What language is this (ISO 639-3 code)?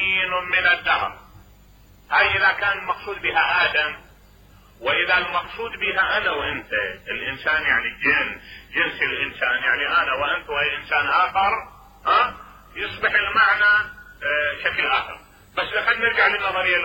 acm